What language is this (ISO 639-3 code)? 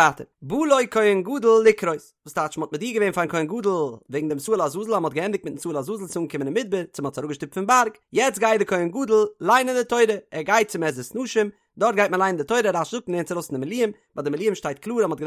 yid